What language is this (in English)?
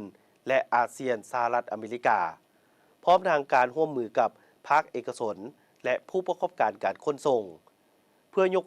Lao